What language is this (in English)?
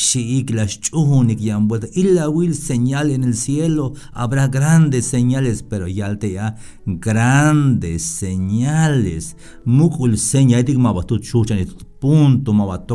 Tzeltal